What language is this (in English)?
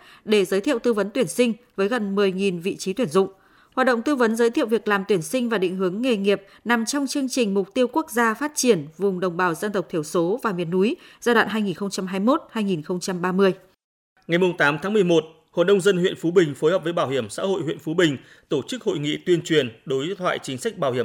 Vietnamese